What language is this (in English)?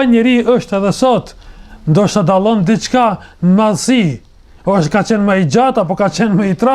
Albanian